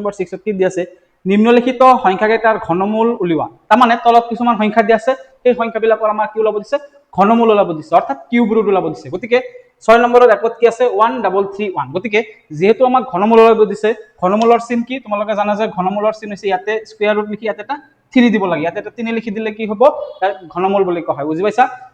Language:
Assamese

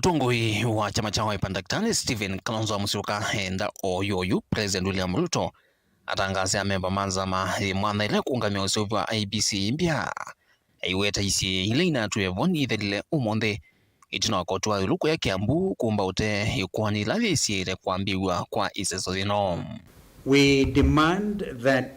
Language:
Kamba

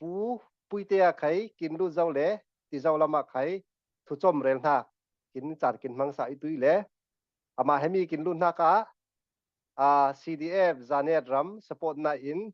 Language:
Falam Chin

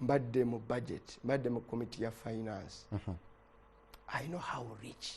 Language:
Ganda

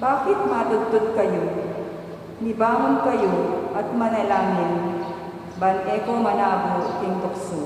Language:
Pampanga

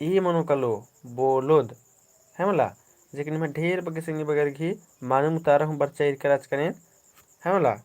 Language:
Kurukh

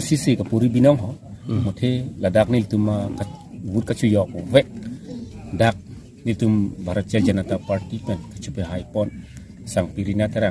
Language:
Karbi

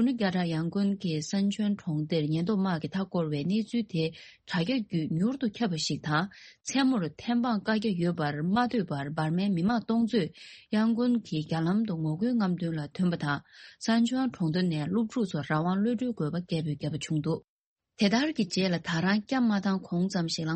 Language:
Tibetan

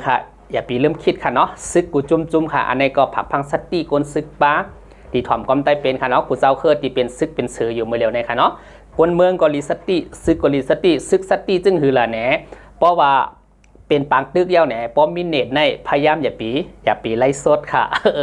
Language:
Shan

